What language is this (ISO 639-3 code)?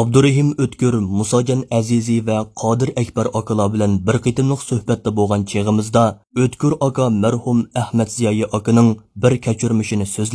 uig